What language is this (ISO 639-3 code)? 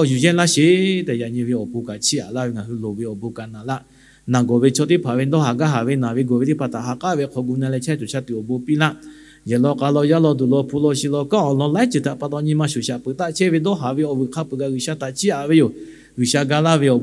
lhu